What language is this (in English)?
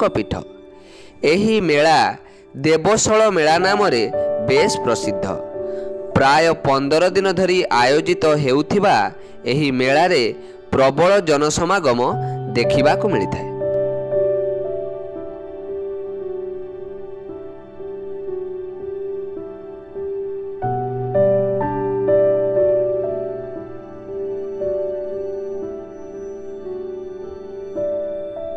Odia